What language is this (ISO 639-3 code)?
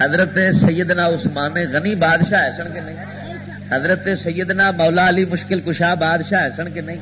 lah